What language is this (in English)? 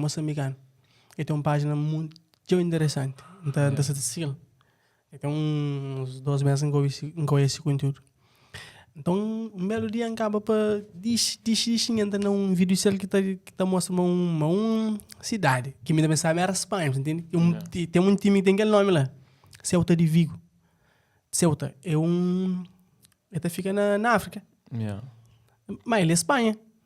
Kabuverdianu